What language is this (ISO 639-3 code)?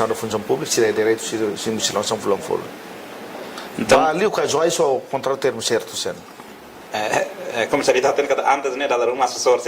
tet